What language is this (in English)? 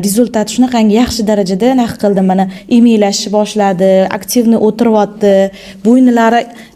Uzbek